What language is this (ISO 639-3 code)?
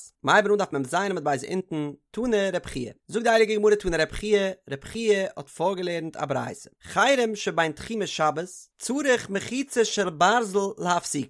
yid